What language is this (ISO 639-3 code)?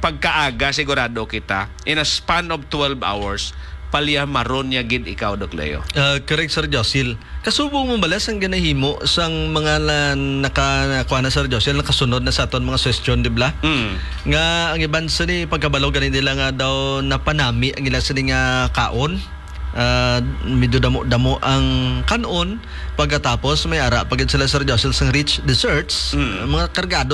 hil